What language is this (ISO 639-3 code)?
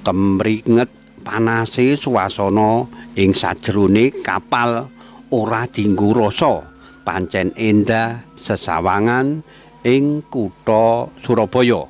jav